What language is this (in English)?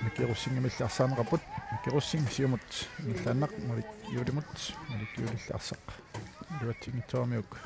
Kalaallisut